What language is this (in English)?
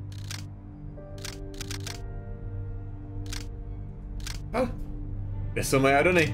Czech